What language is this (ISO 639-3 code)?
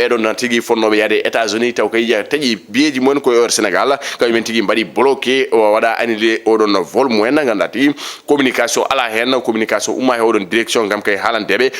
ful